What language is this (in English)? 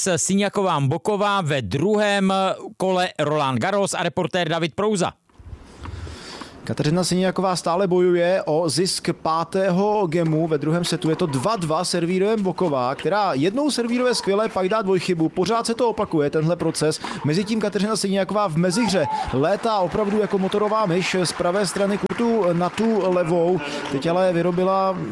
Czech